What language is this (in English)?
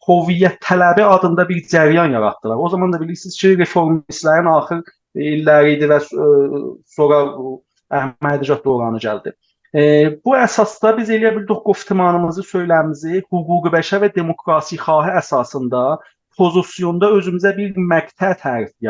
South Azerbaijani